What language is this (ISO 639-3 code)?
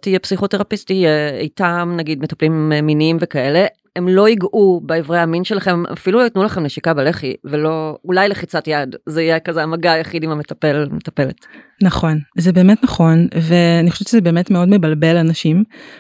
heb